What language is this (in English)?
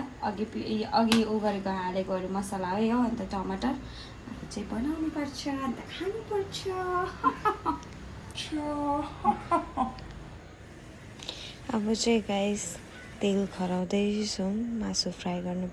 Nepali